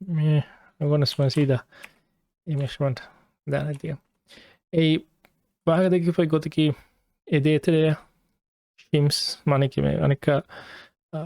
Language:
Divehi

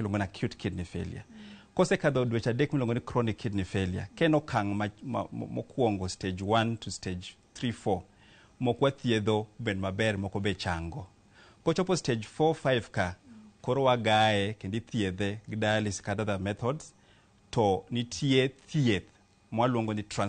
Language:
Luo (Kenya and Tanzania)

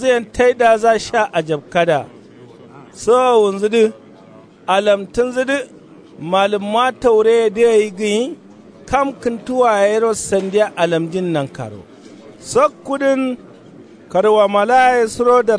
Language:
Kanuri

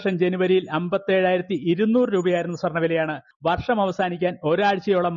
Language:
Malayalam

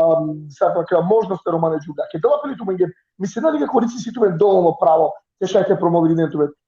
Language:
Balkan Romani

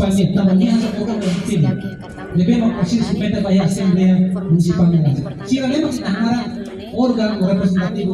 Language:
Tetum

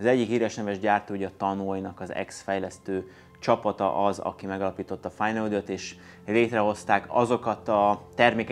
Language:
Hungarian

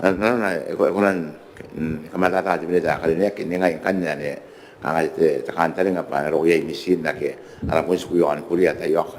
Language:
Gilbertese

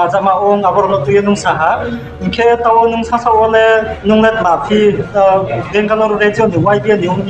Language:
Riang (India)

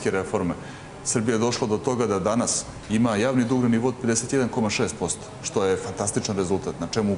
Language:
Serbian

